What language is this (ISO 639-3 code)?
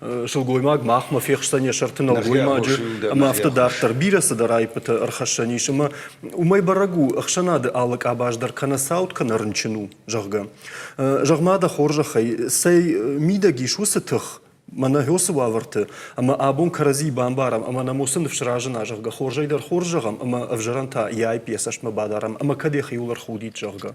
oss